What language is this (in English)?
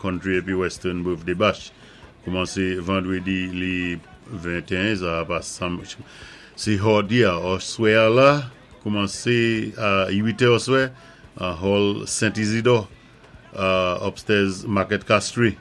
Saint Lucian Creole French